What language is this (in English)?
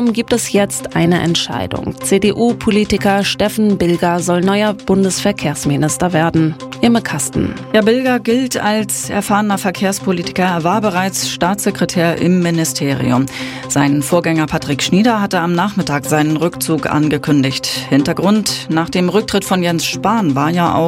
German